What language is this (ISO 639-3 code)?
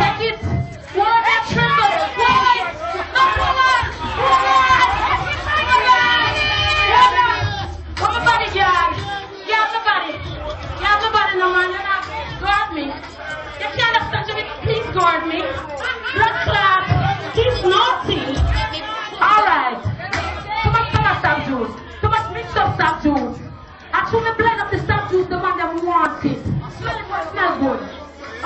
jam